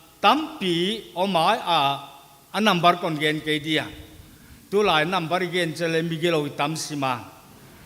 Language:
Paite Chin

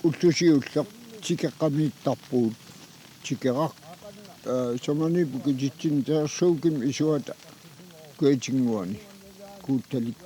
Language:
Kalaallisut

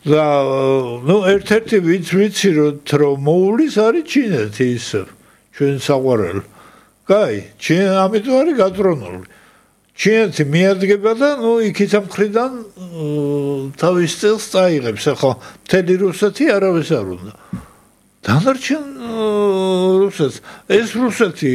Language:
Georgian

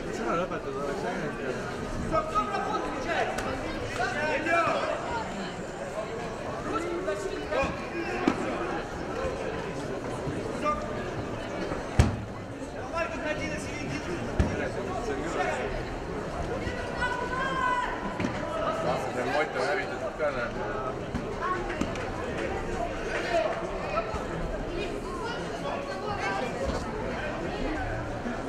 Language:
Estonian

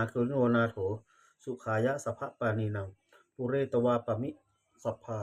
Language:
Pali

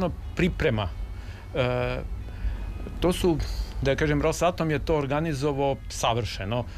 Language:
Serbian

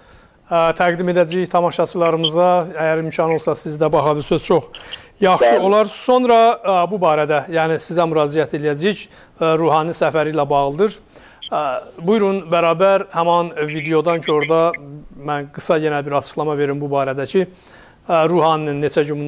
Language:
South Azerbaijani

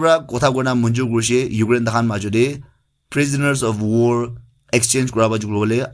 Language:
Naga Pidgin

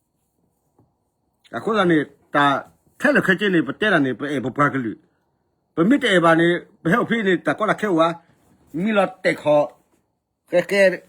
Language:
S'gaw Karen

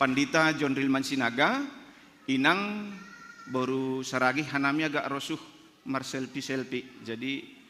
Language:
Batak Simalungun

